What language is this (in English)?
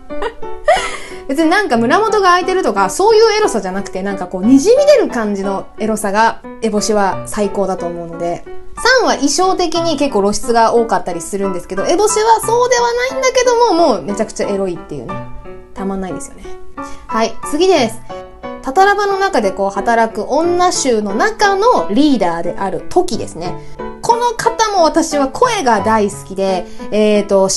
Japanese